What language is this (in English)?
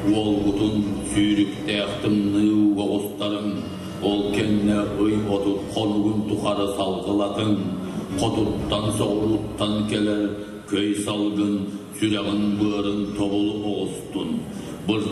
Yakut